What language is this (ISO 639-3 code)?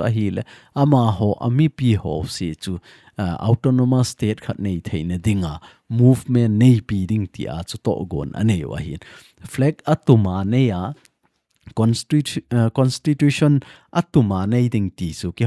tcz